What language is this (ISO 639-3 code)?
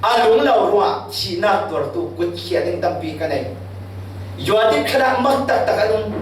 cfm